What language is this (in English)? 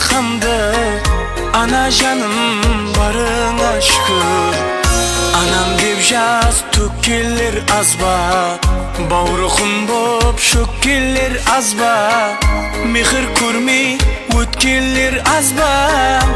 Kara-Kalpak